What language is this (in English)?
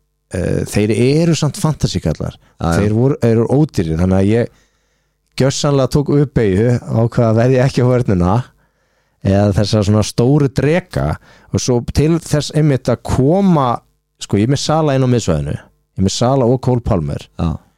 Icelandic